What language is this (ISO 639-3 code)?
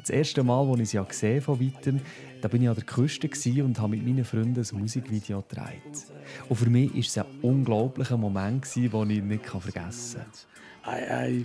gsw